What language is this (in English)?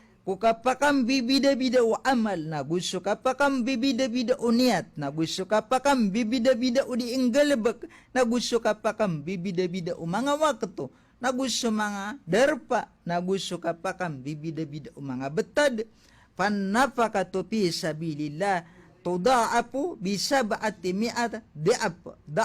Maranao